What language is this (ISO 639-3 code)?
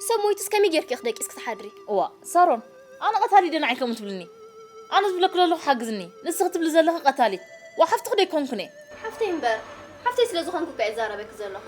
tir